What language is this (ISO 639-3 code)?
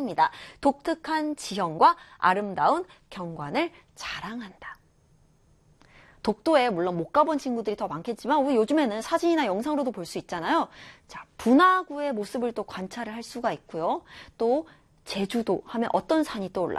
kor